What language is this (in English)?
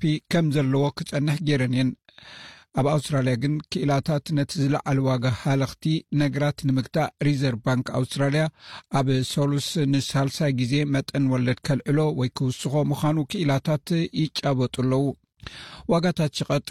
Tigrinya